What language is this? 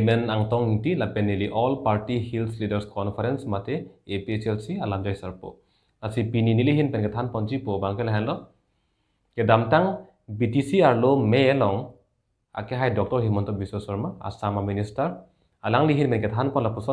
Karbi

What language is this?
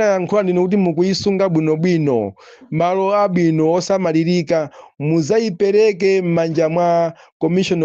Nyanja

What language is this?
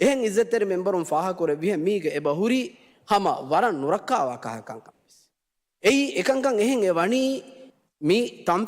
Divehi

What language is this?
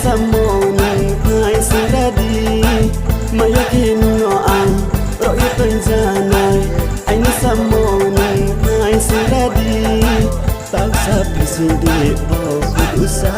Kok Borok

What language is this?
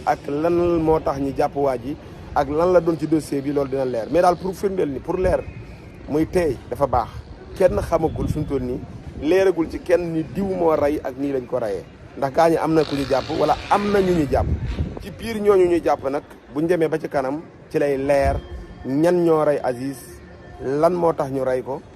Wolof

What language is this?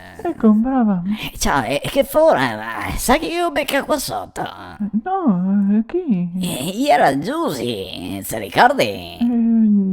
Venetian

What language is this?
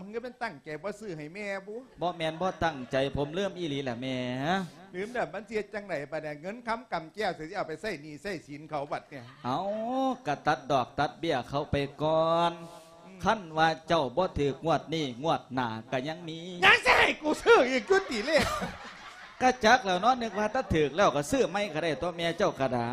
Lao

